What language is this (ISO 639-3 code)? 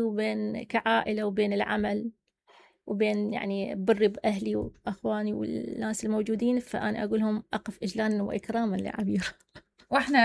acm